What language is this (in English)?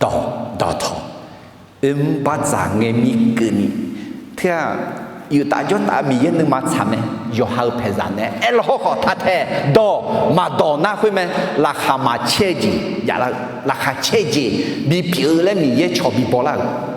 Akha